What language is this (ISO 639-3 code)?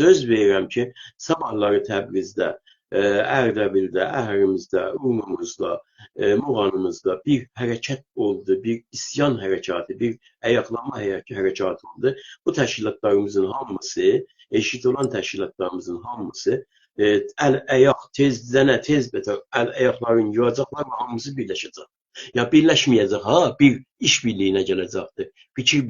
azb